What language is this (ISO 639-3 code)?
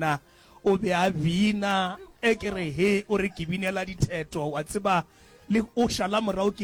nso